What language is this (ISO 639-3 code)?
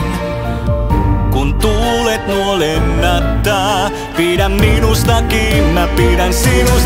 fin